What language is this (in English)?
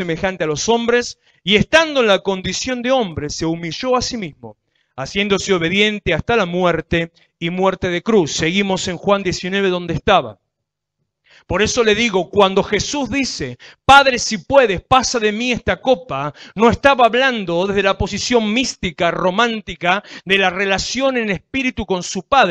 Spanish